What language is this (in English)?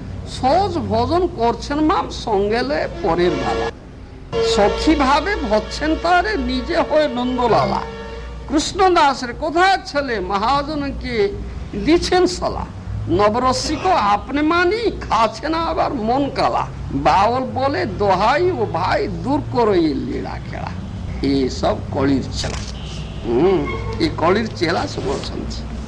Odia